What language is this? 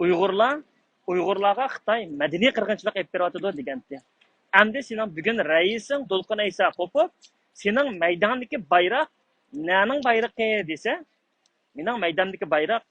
Uyghur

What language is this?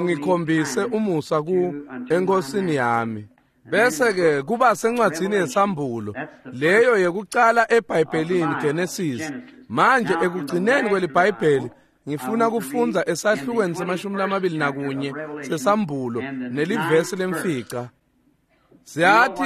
Swati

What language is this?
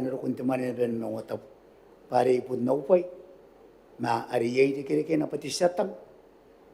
Gilbertese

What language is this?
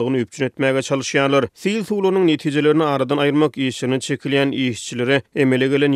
Turkmen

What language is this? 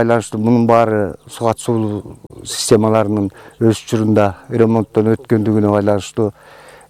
Kyrgyz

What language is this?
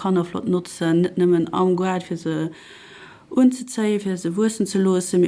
Luxembourgish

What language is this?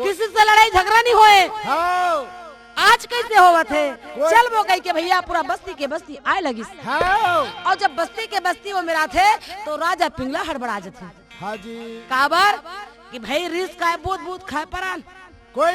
Chhattisgarhi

